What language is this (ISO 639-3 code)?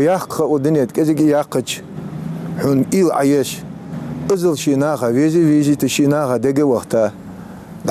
inh